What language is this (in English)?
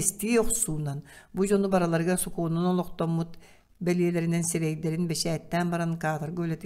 Yakut